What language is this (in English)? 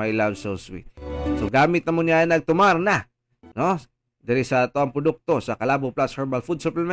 Cebuano